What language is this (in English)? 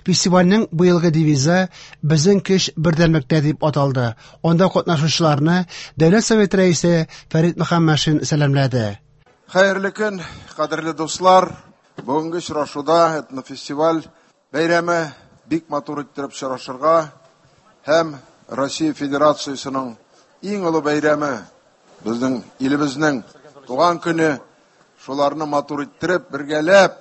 Tatar